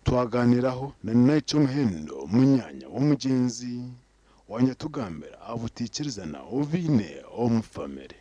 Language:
Nyankole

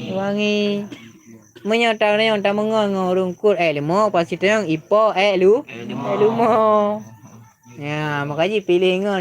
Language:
Achinese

